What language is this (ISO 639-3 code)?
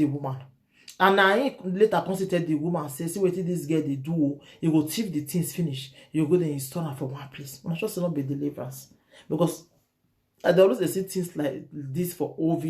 pcm